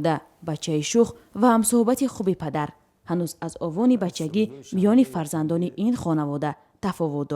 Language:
Tajik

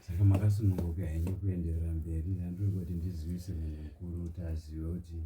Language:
Shona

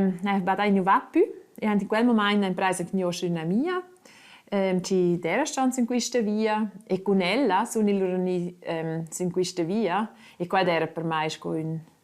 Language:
Romansh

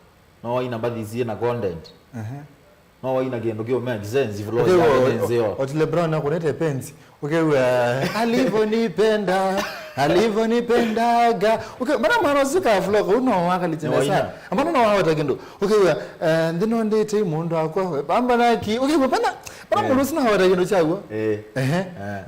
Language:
Kamba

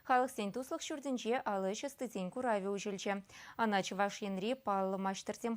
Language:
Chuvash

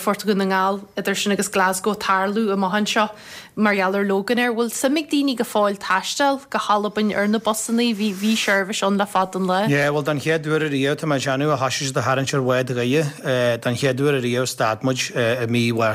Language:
Irish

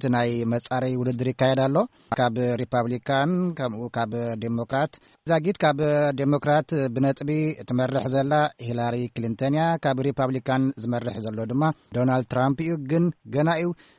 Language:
Tigrinya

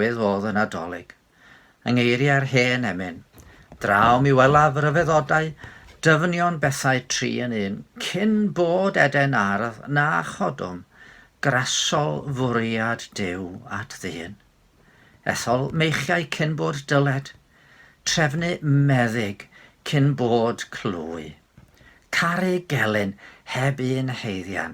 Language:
Welsh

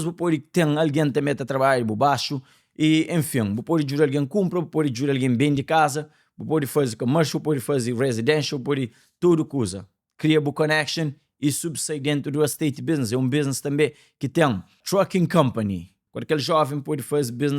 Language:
Kabuverdianu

